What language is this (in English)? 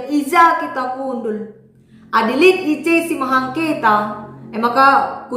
Batak Karo